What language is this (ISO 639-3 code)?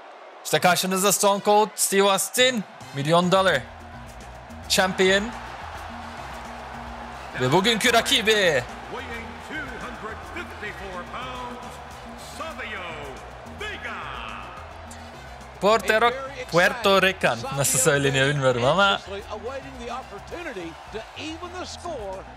tur